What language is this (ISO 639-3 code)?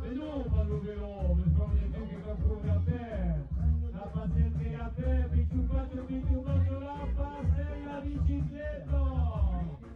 oci